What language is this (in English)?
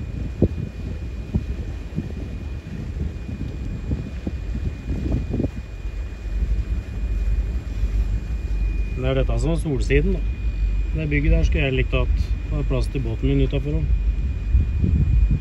Norwegian